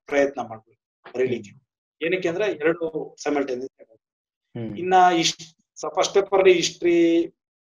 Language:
Kannada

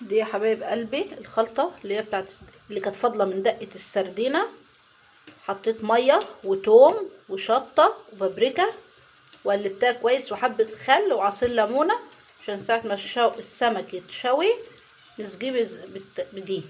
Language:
Egyptian Arabic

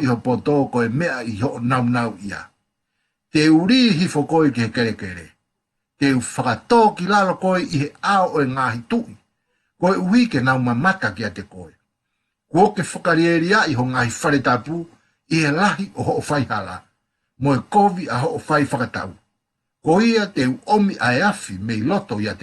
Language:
Tongan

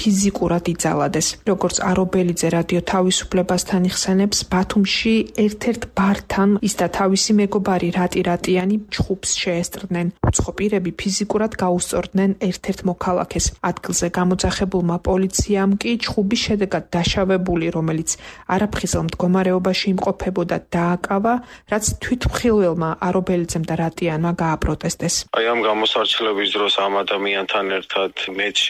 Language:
Georgian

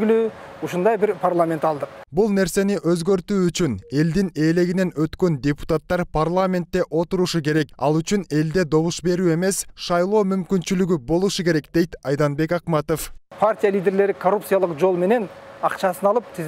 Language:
Kyrgyz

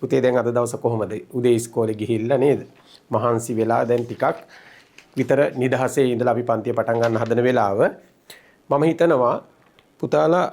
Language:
Sinhala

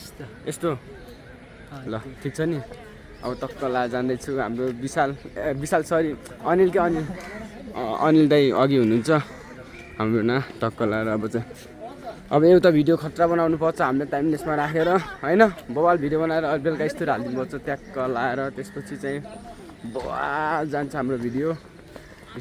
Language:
Nepali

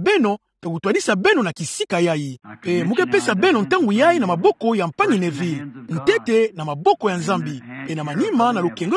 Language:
Kituba (Democratic Republic of Congo)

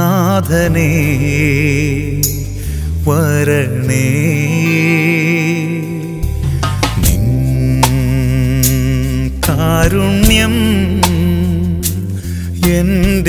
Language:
Malayalam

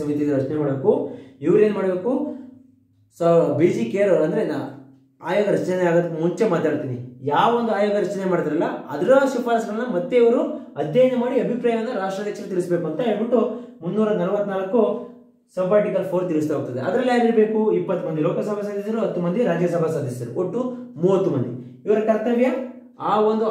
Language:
Kannada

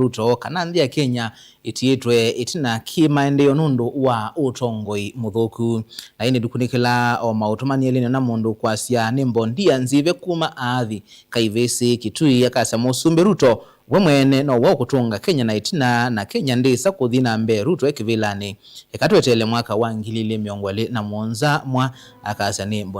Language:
Kamba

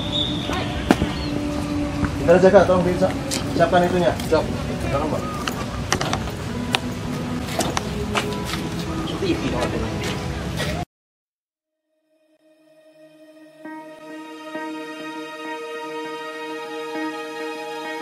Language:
Indonesian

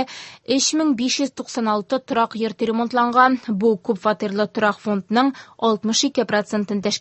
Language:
Tatar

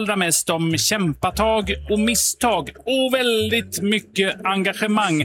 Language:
Swedish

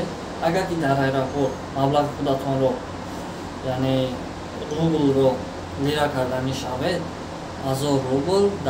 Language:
Tajik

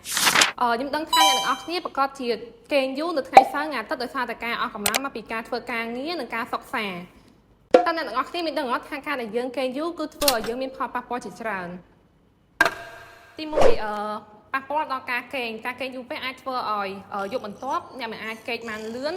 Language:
Khmer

